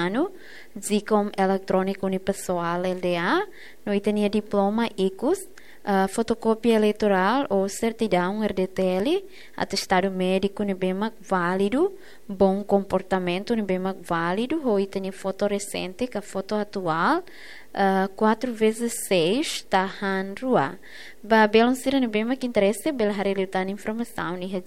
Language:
Tetum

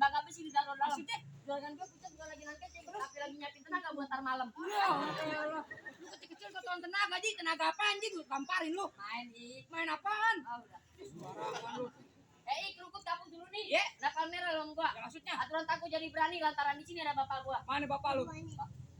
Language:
Betawi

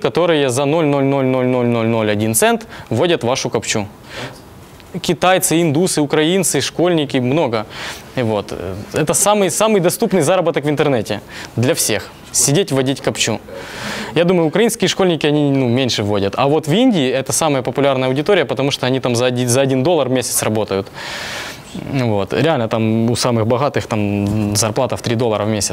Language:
Russian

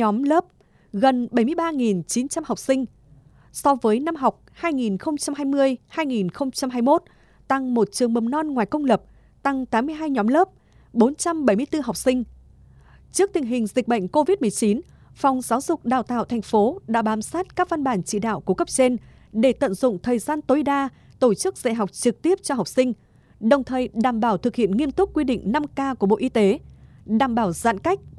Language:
Vietnamese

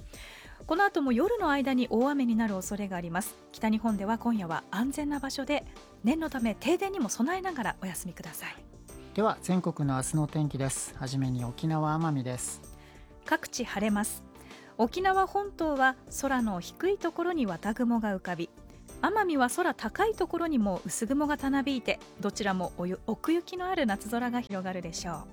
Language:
Japanese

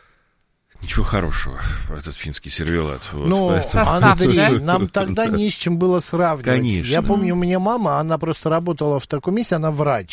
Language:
Russian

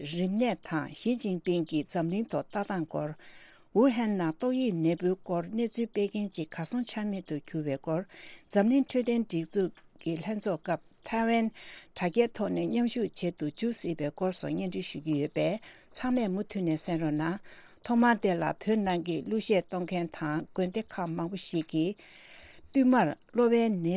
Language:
Tibetan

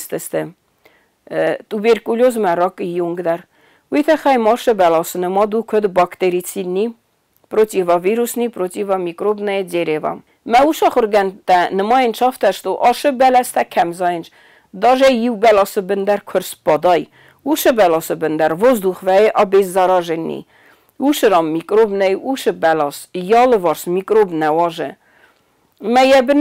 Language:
Ossetic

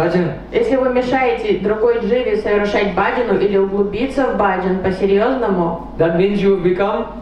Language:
Russian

